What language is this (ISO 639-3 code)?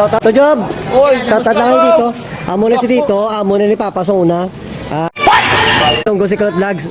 hil